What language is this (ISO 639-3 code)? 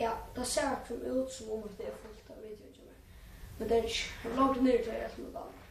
fao